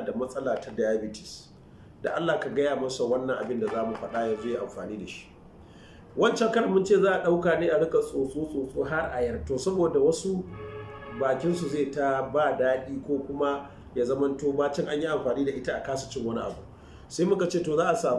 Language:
Hausa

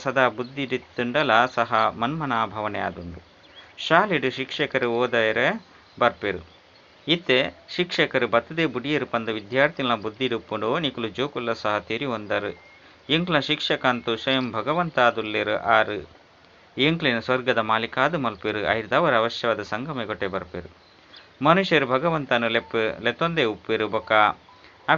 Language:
Tulu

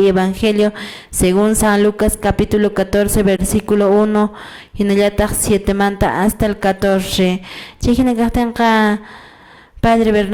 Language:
Quechua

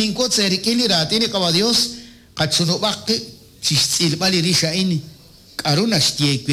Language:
Kekchí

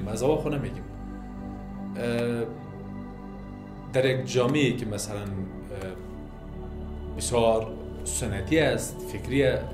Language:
Persian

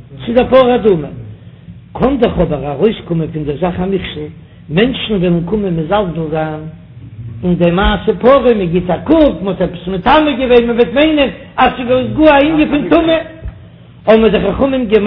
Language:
Yiddish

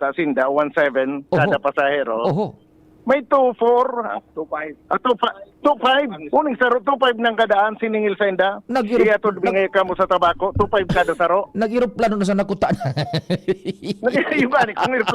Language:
Bikol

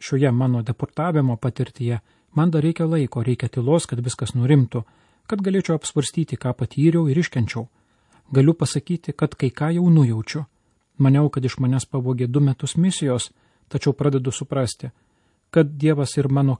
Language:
Lithuanian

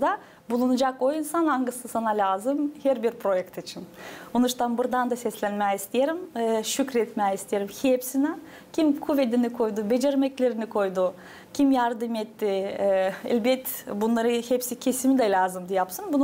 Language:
Gagauz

